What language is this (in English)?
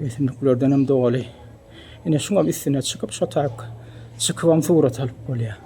Turkmen